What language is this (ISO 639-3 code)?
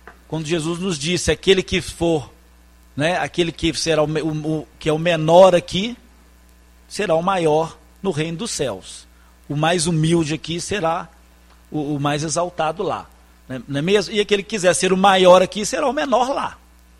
por